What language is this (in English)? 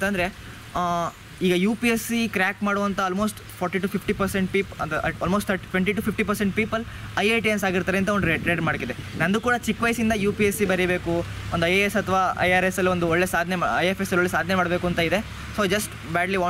Kannada